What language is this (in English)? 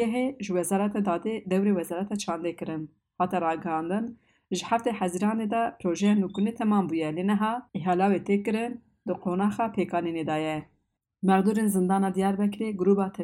Kurdish